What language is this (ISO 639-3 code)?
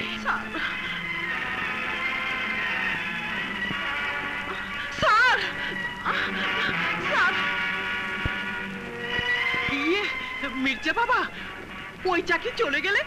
ben